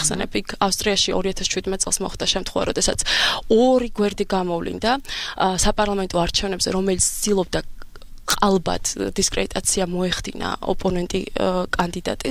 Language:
Georgian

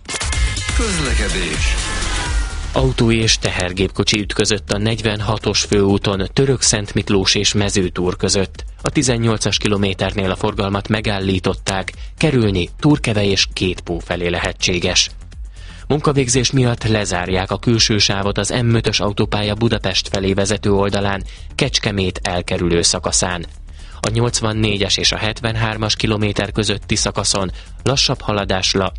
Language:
Hungarian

